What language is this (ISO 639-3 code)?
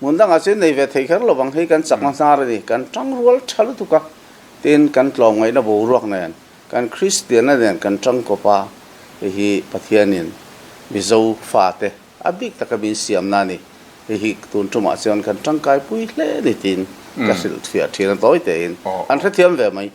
lus